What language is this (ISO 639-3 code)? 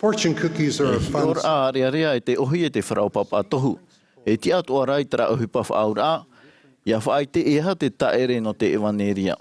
tah